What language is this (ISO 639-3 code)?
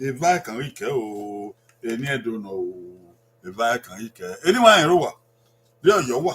bin